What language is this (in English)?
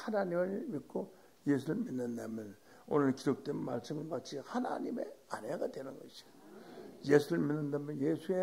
Korean